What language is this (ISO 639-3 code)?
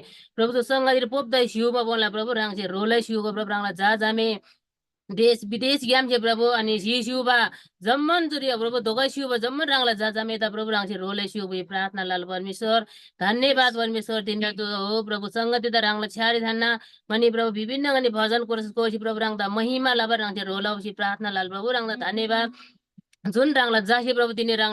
taj